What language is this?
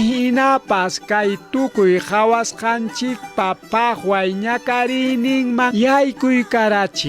Ayacucho Quechua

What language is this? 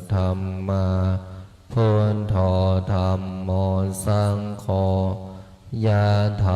Pali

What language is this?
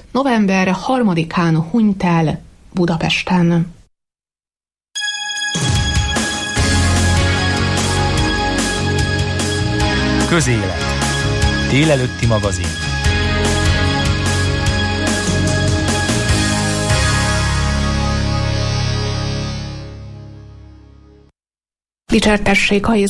Hungarian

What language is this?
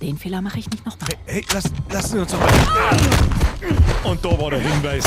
Bavarian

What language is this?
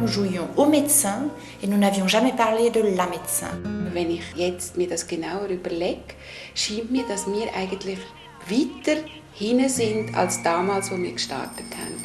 Swiss German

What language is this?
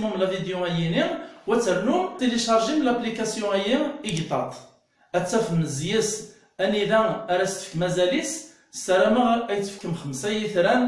Kabyle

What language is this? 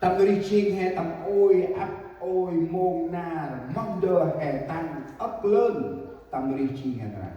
Central Mnong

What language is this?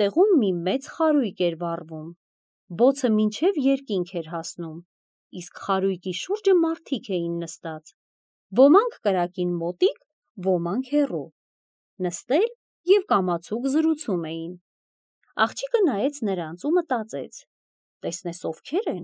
Armenian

